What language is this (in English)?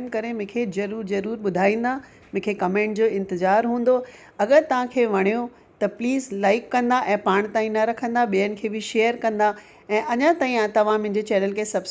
Sindhi